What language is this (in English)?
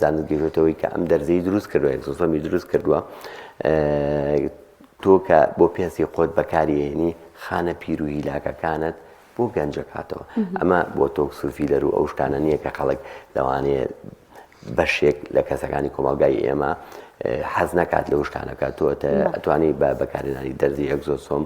Central Kurdish